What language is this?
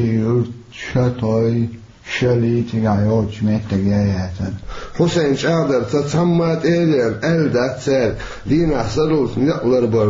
Chechen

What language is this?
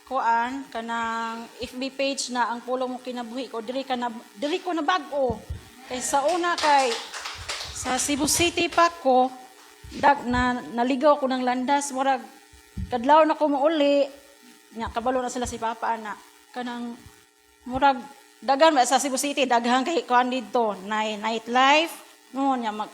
Cebuano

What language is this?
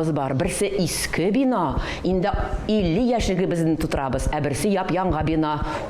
Tatar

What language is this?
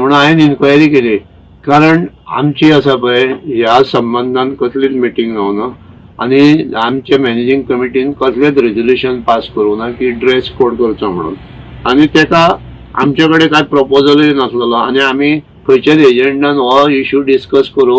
Konkani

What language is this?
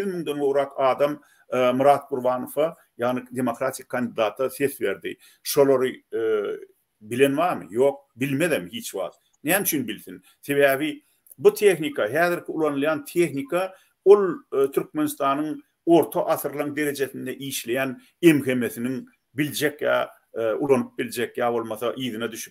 Turkmen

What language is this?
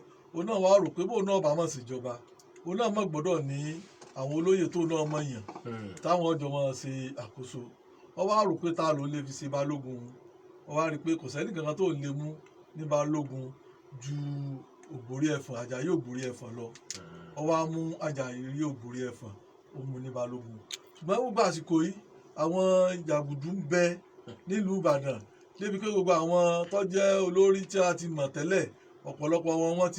Yoruba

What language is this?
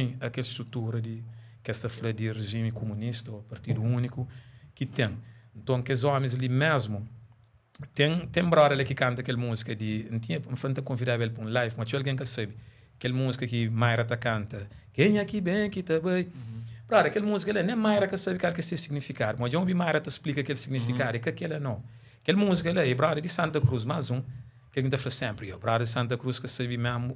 Kabuverdianu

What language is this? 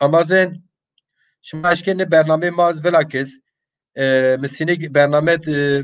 Zaza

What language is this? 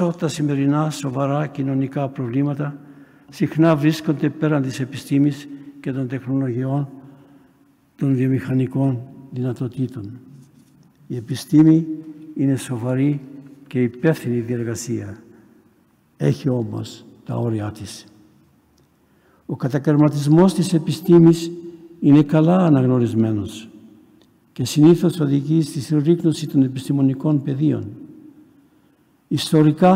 Greek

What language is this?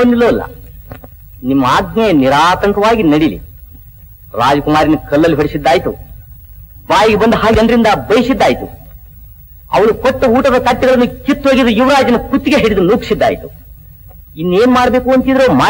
Kannada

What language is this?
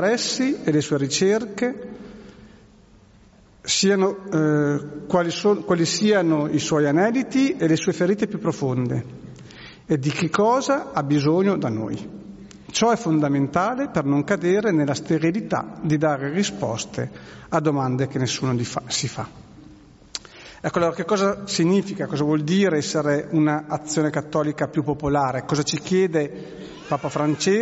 Italian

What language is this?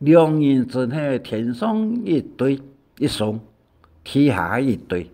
Hakka Chinese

